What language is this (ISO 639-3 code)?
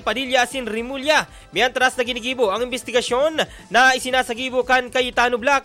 bik